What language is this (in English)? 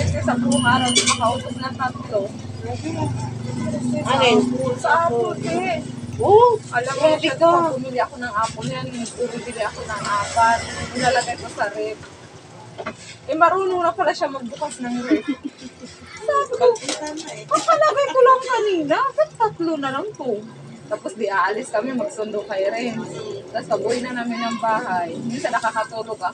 Filipino